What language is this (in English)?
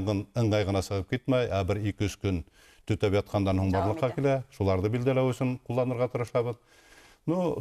Bashkir